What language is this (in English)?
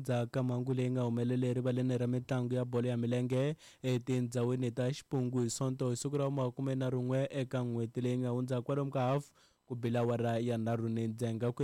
Tsonga